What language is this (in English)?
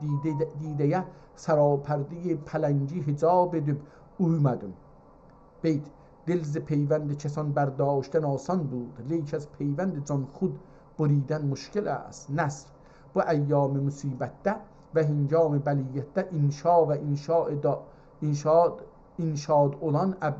South Azerbaijani